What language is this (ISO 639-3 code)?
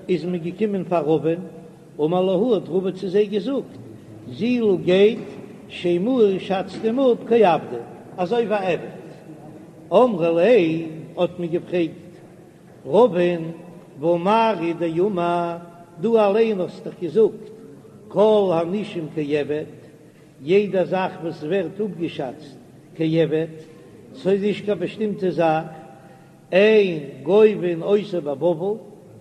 yid